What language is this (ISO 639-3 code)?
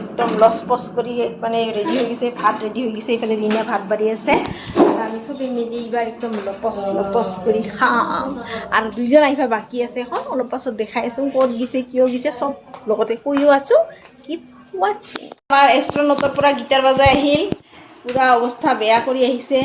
asm